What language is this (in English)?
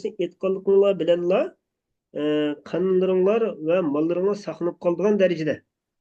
Uyghur